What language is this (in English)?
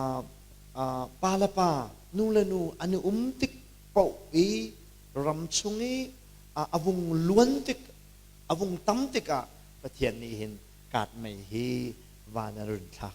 Hakha Chin